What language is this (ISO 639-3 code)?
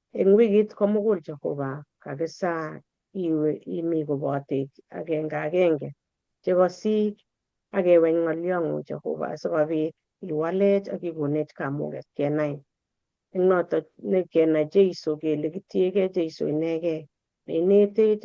kln